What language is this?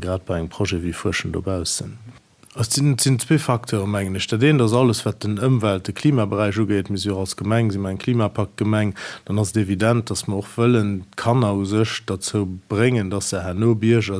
Luxembourgish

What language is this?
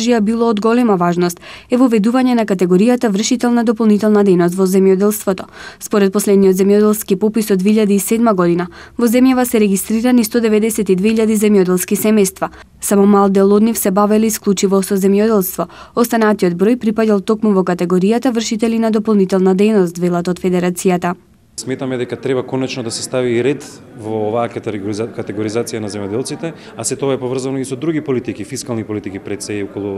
Macedonian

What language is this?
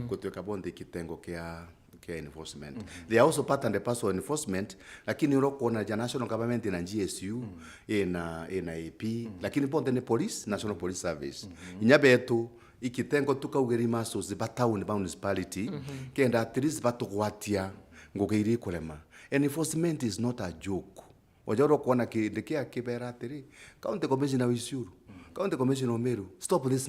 Meru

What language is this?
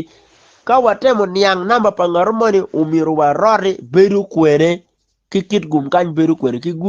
Acoli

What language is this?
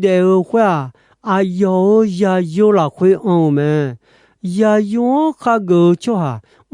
Akha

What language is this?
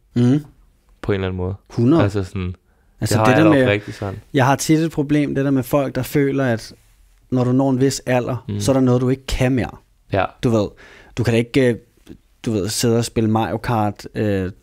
Danish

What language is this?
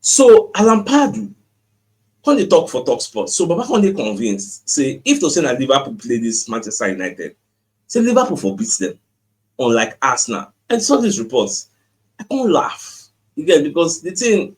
Nigerian Pidgin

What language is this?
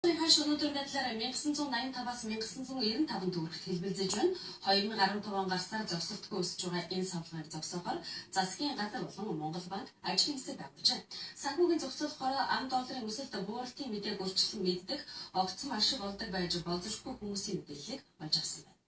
Mongolian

